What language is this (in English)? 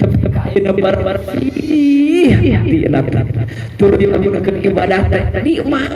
Sundanese